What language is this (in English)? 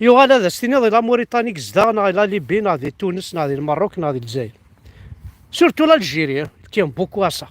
Kabyle